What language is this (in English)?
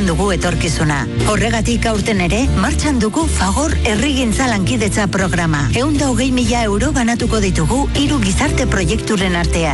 Basque